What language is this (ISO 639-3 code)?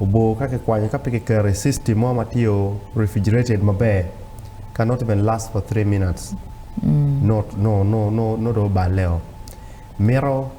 ach